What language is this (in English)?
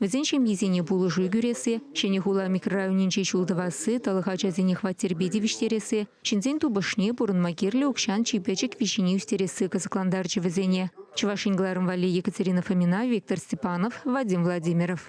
Chuvash